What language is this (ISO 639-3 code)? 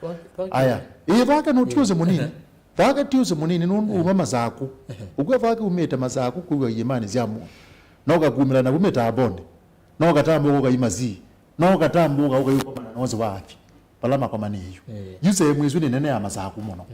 kam